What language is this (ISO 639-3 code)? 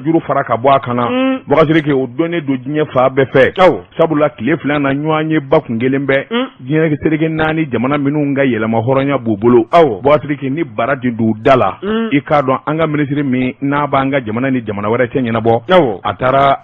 bam